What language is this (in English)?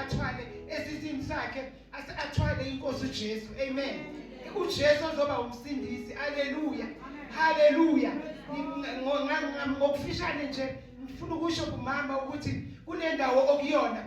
Zulu